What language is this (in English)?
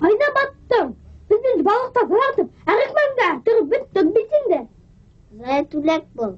Bashkir